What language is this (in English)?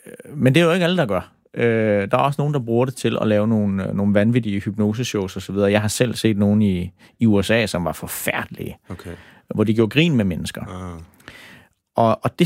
Danish